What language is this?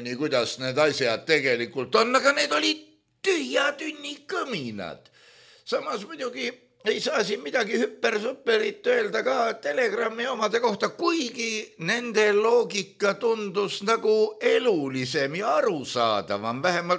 Estonian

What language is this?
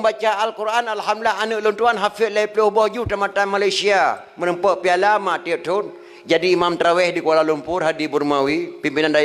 Achinese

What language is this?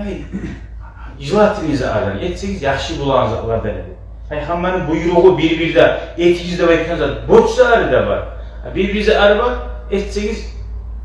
Kumyk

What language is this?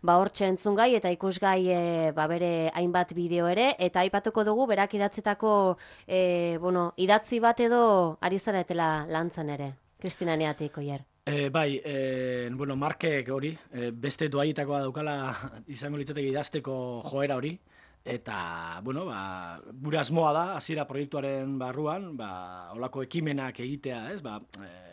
Basque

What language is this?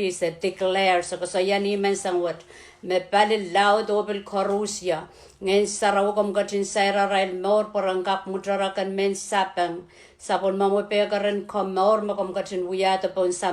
Pohnpeian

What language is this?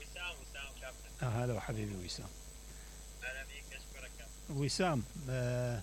Mesopotamian Arabic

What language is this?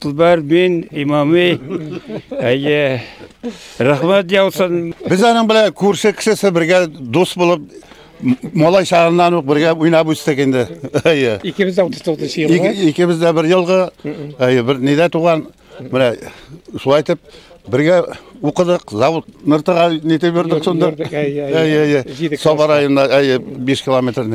Tatar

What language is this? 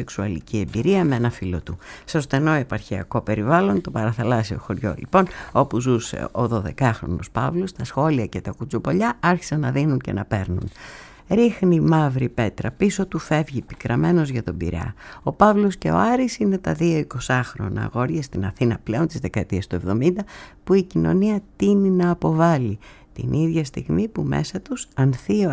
Greek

